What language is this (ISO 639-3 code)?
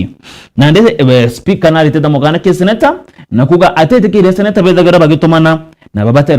mer